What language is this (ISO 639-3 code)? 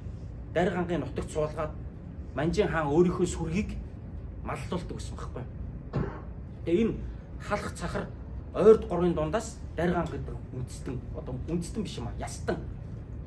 mon